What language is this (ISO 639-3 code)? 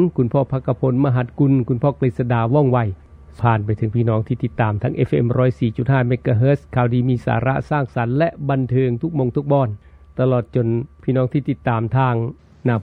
tha